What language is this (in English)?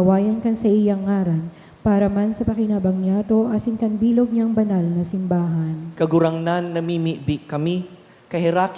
Bikol